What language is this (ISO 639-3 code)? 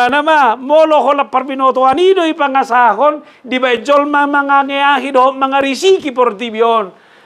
bbc